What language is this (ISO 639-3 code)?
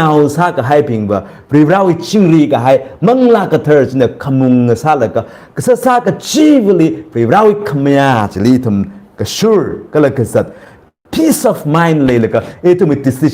nmf